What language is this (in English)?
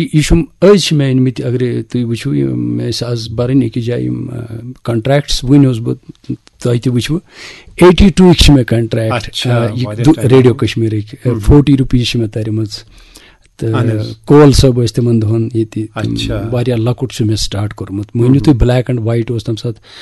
Kashmiri